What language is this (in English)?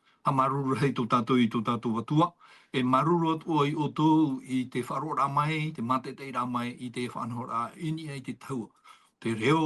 Tahitian